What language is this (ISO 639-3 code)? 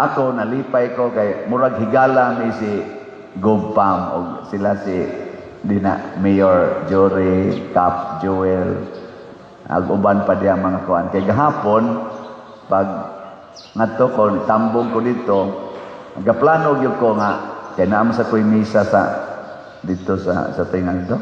ceb